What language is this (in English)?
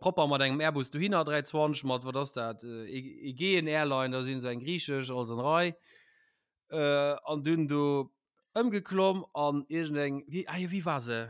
Luxembourgish